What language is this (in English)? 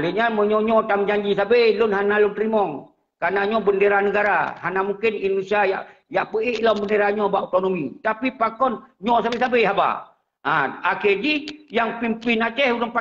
Achinese